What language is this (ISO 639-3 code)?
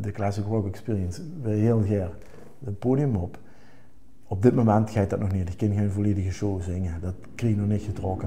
lim